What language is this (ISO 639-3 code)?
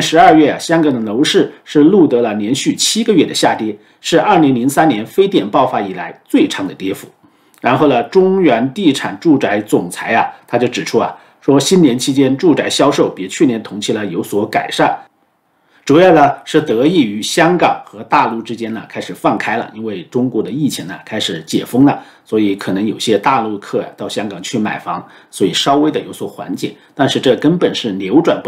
zho